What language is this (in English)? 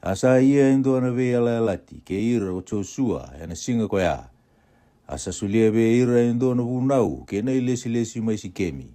Fijian